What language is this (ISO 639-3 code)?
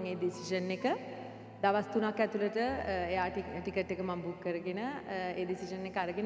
sin